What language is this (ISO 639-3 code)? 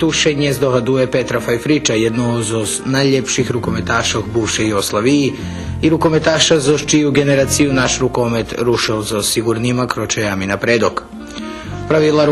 rue